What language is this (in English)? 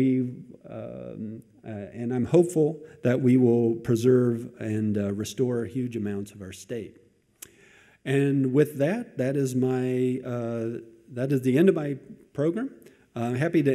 English